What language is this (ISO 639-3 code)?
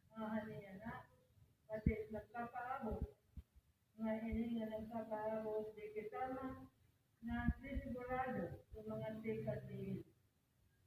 war